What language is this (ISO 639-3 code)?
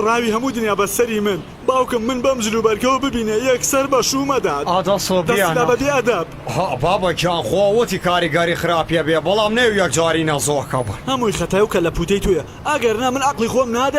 ckb